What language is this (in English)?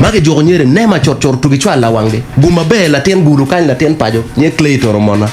Acoli